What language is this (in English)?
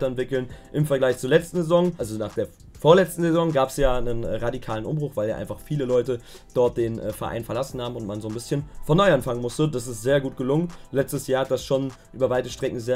German